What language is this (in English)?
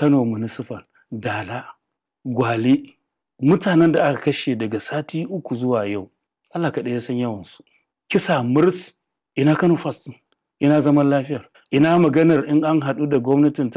Hausa